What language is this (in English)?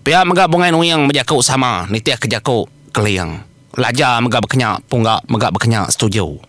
Iban